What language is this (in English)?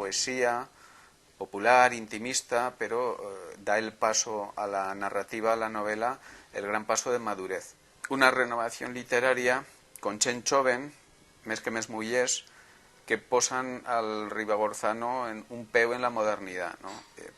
Aragonese